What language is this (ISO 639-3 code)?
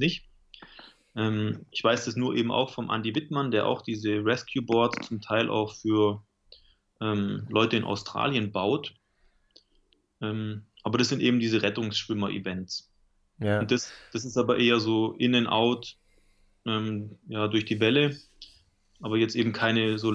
deu